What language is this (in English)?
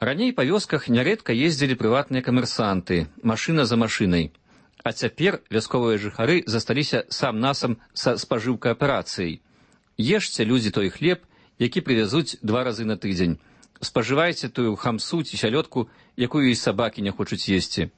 Belarusian